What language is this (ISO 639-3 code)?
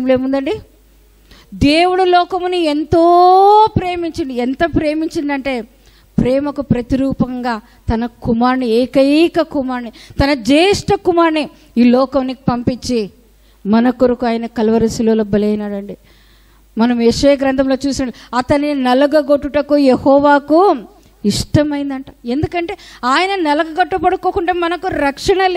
tel